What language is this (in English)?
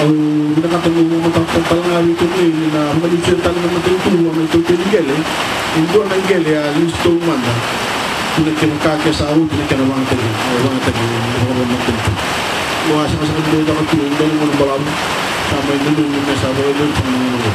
Fijian